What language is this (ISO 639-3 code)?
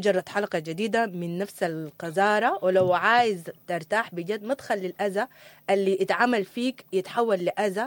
apd